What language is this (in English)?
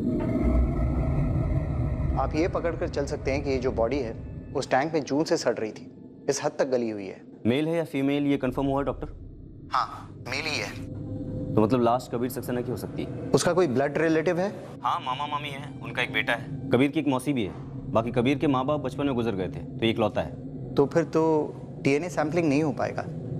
Hindi